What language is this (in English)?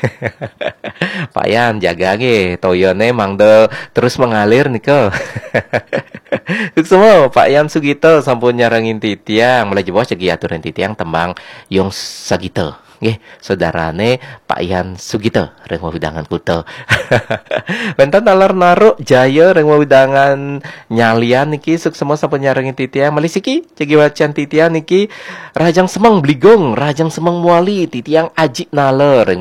Balinese